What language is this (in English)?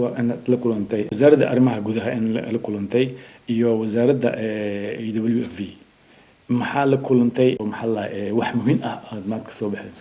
Somali